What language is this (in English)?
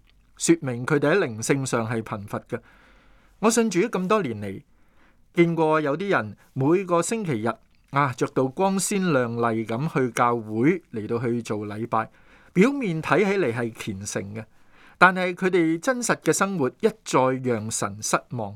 Cantonese